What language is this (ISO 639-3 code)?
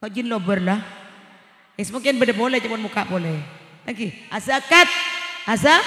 mad